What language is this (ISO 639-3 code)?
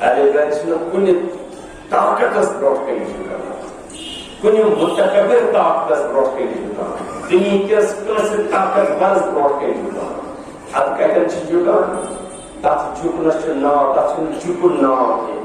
kas